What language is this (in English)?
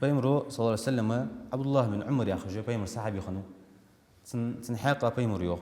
Ingush